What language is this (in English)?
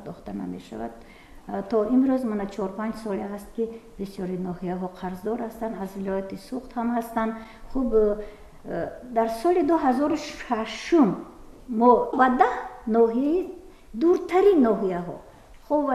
Tajik